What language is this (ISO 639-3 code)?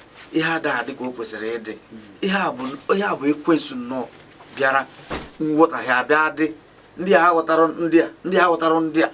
ibo